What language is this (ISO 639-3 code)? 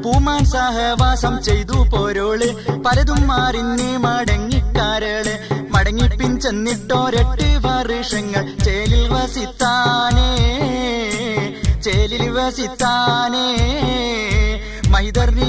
mal